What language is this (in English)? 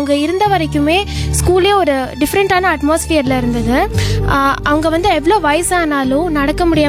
Tamil